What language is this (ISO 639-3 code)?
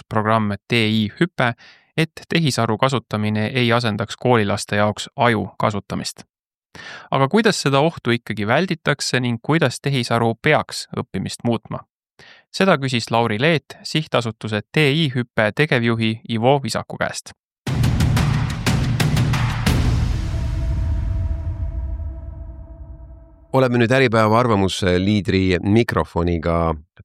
est